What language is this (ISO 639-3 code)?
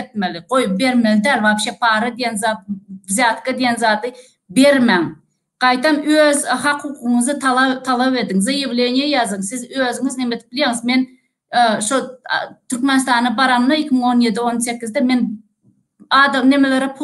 tuk